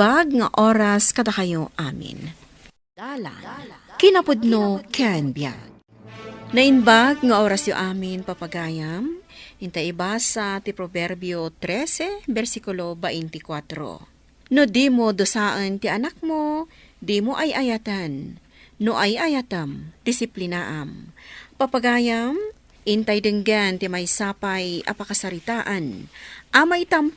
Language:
Iloko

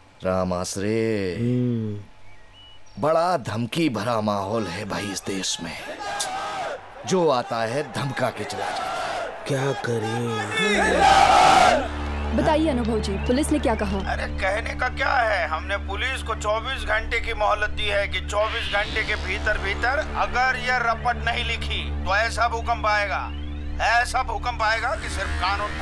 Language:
Hindi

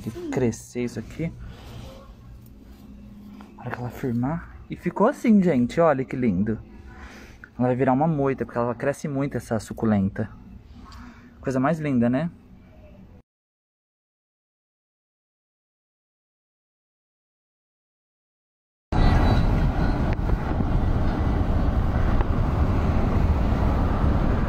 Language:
Portuguese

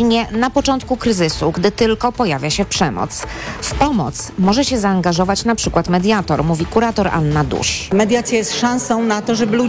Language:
Polish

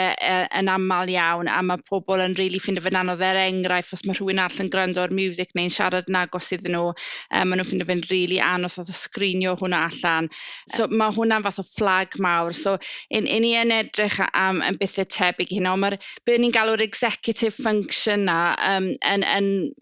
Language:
Welsh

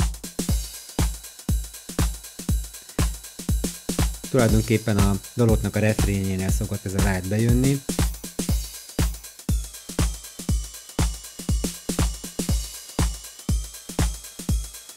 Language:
Hungarian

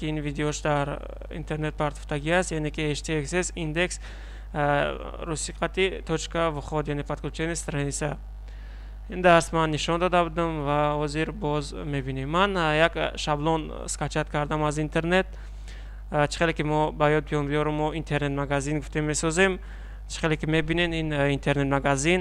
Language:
Tajik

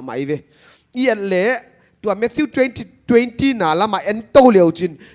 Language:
Paite Chin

